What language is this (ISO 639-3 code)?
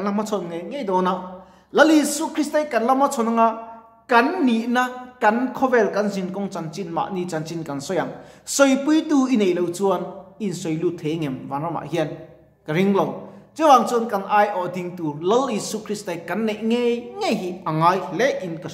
lus